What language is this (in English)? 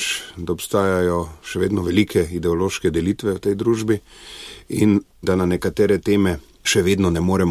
Slovenian